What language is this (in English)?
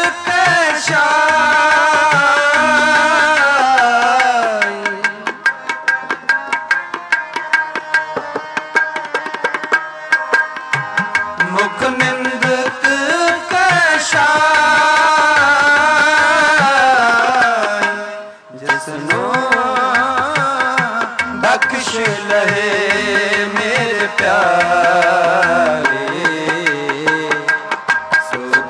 Punjabi